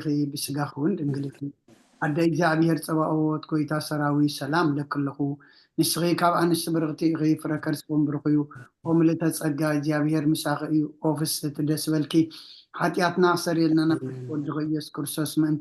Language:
Tigrinya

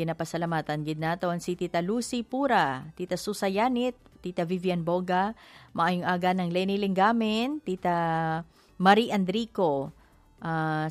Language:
Hiligaynon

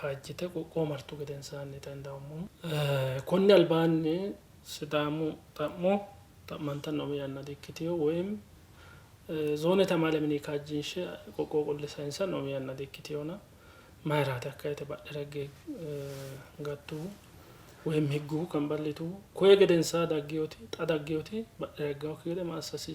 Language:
Sidamo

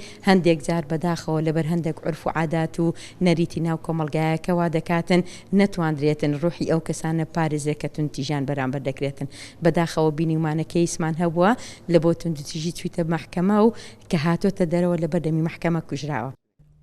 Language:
Central Kurdish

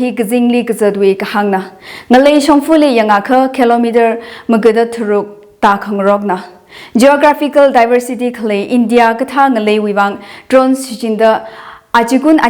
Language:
Tangkhul Naga (India)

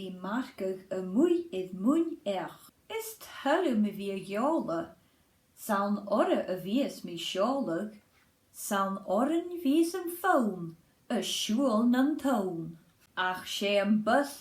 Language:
Scottish Gaelic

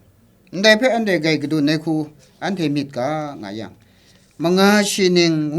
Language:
Kachin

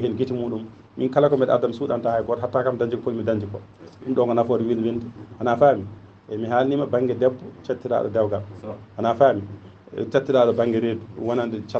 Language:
Fula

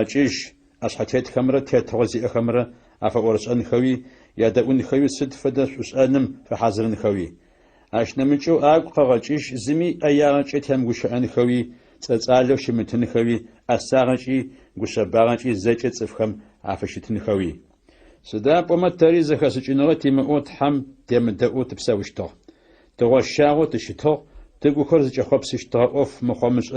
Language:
Adyghe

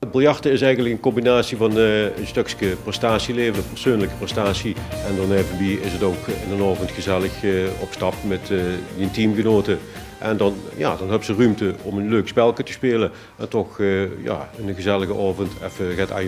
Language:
Limburgish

